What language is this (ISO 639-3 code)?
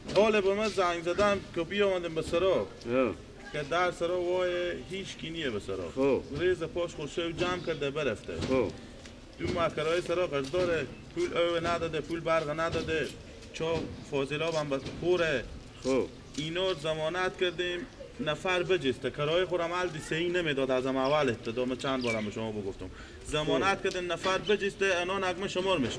fas